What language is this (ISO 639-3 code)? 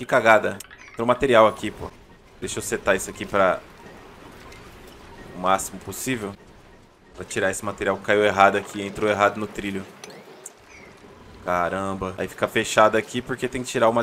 por